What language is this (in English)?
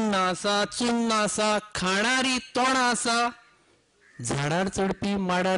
Konkani